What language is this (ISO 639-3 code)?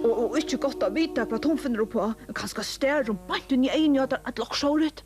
fao